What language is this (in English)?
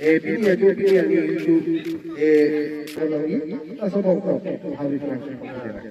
Karbi